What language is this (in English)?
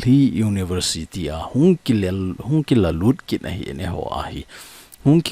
Thado Chin